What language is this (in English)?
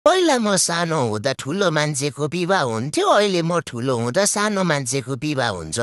Nepali